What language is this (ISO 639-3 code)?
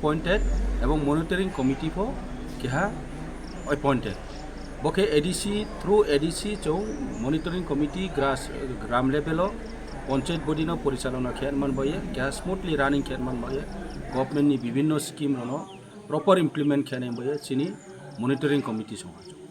trp